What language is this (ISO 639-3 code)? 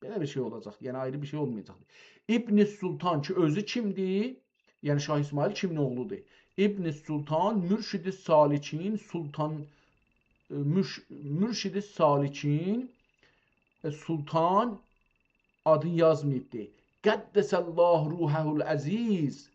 azb